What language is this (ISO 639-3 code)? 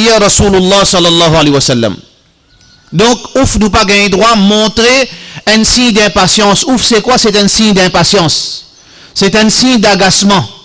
mfe